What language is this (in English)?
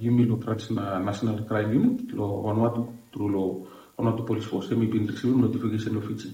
Bislama